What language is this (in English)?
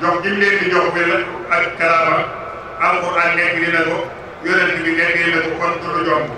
Wolof